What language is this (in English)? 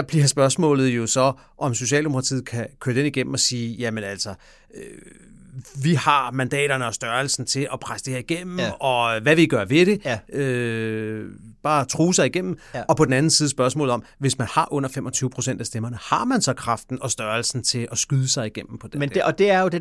Danish